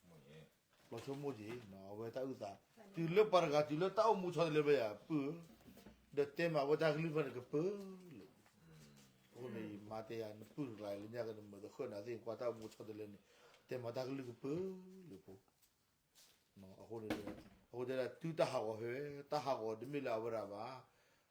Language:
S'gaw Karen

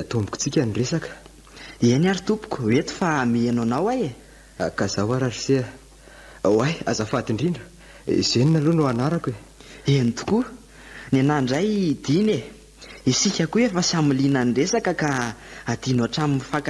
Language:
Malagasy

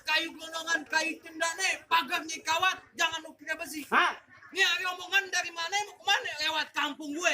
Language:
Betawi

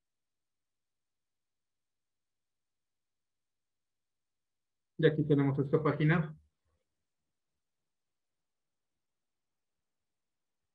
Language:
Spanish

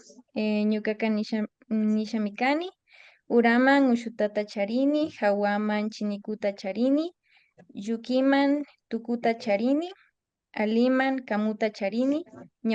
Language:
Imbabura Highland Quichua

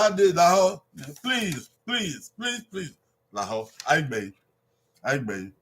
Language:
Bini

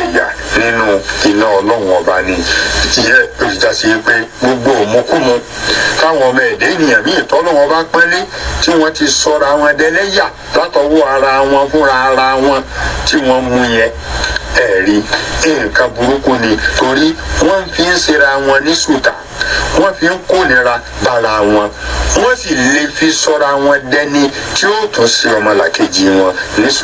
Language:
Yoruba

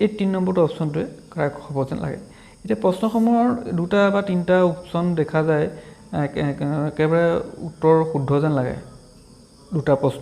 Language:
Assamese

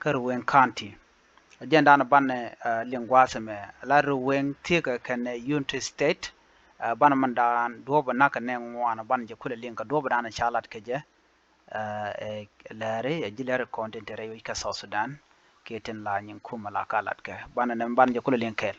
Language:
Nuer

